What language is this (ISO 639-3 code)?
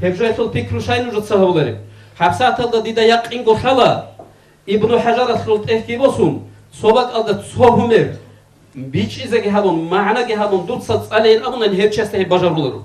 ava